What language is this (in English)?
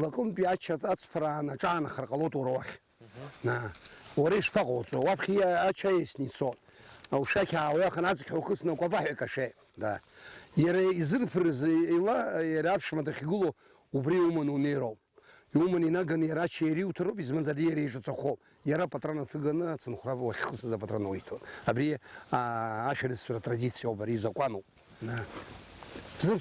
Abkhazian